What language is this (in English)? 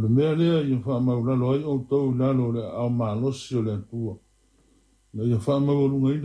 Samoan